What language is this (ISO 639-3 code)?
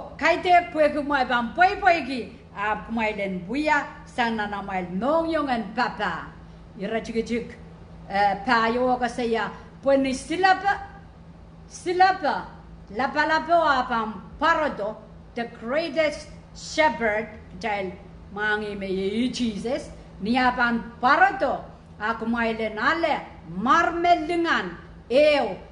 pon